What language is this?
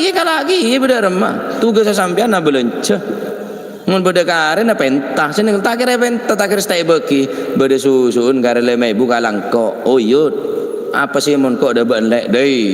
Madurese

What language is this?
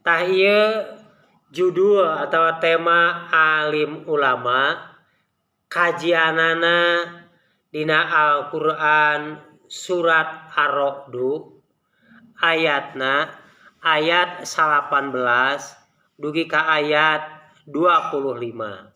Sundanese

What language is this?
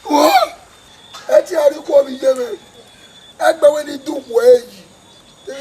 Bini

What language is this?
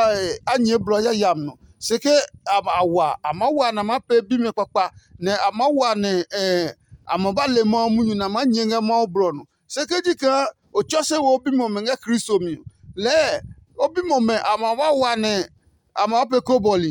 Adangme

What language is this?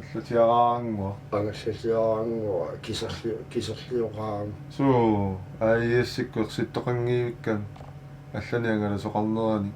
Kalaallisut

